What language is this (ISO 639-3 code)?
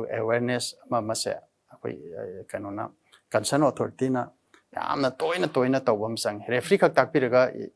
mni